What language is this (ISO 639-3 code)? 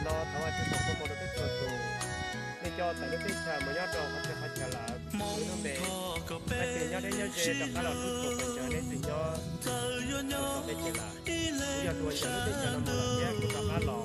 hmn